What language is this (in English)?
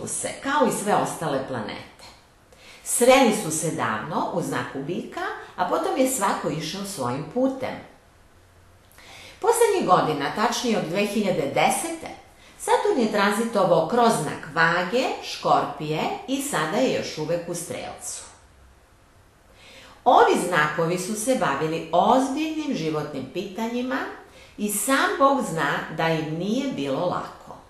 Serbian